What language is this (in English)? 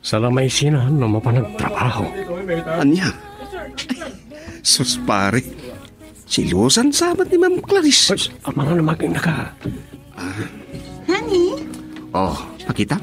Iloko